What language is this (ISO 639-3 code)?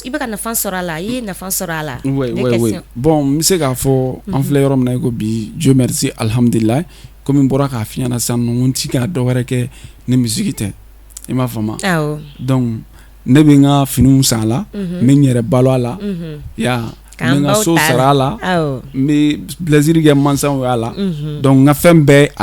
bam